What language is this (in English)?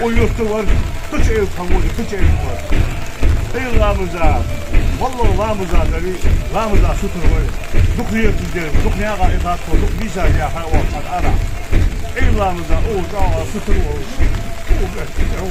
Ingush